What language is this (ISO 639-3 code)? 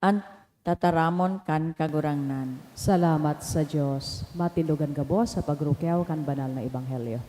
bik